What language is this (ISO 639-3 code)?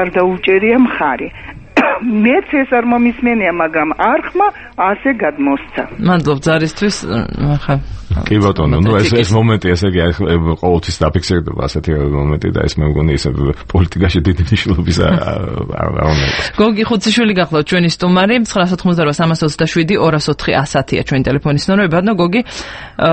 kat